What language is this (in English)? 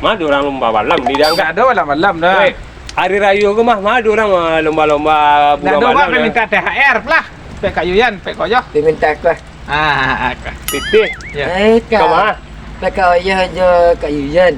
Minangkabau